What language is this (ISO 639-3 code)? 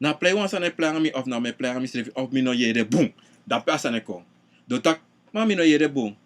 srn